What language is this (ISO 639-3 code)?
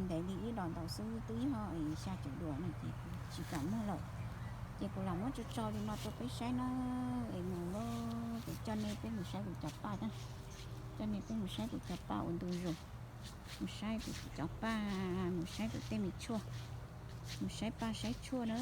hmn